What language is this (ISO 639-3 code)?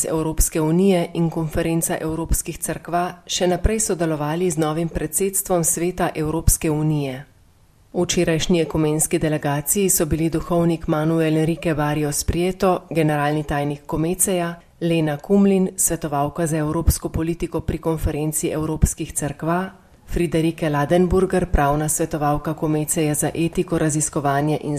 slv